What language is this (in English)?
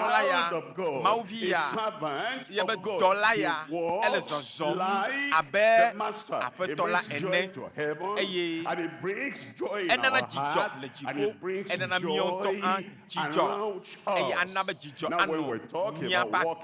Ewe